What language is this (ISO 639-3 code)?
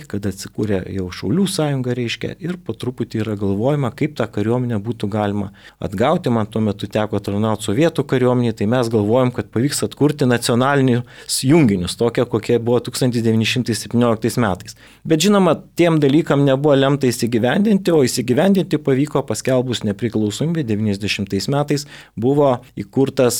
lit